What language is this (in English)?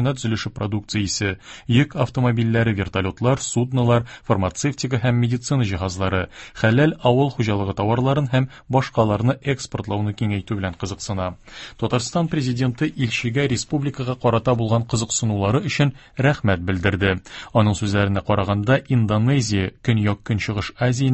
Tatar